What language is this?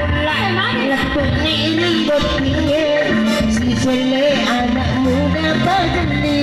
Buginese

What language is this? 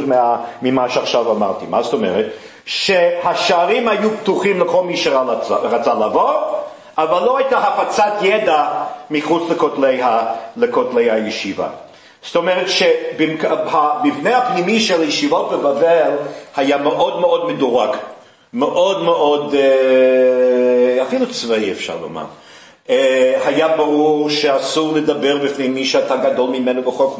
Hebrew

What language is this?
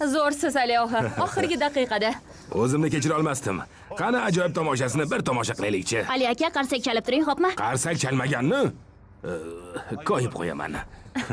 Uzbek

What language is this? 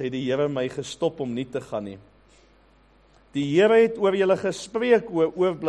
Afrikaans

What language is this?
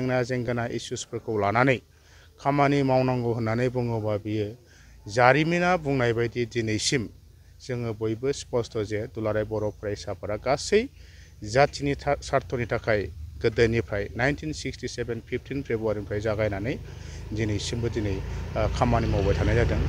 Bodo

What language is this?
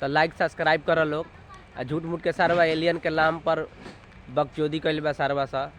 Bhojpuri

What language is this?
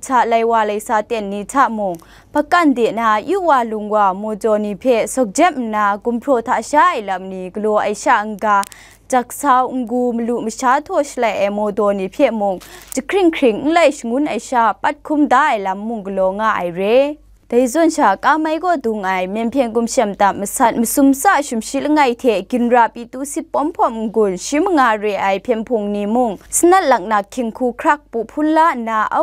Kachin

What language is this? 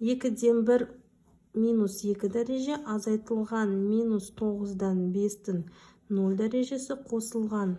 Kazakh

